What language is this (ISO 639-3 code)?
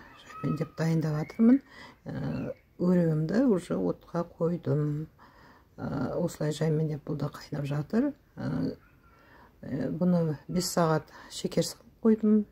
kaz